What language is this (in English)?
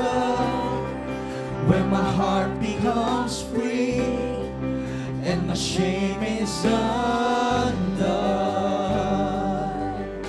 Filipino